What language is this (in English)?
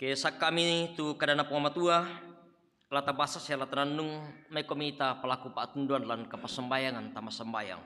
Toraja-Sa'dan